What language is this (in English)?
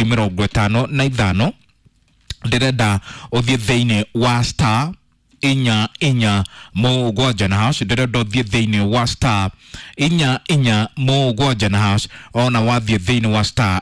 Kikuyu